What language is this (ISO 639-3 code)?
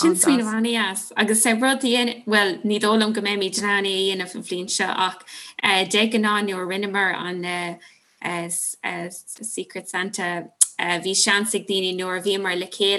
gle